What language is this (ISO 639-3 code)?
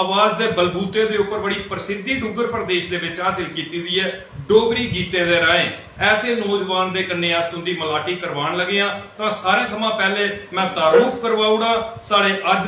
doi